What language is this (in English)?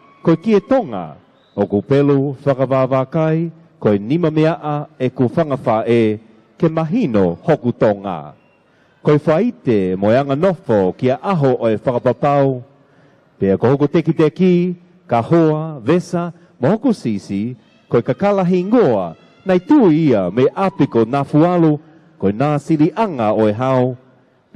Tongan